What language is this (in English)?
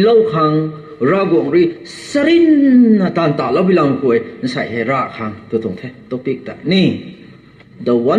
Rongmei Naga